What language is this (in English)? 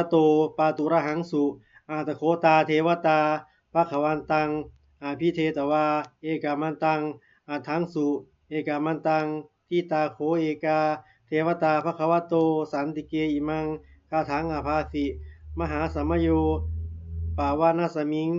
Pali